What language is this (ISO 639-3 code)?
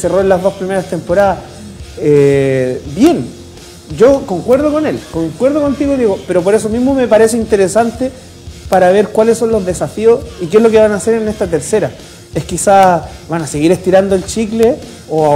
spa